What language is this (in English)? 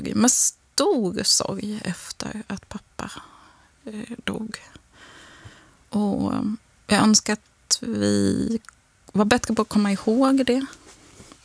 Swedish